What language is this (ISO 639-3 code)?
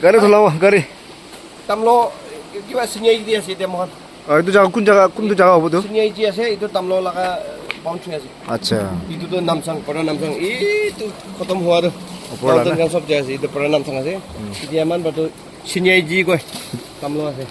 nag